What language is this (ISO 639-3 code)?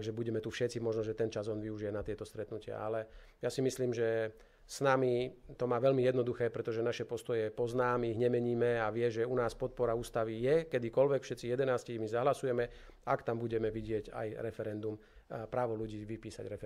slk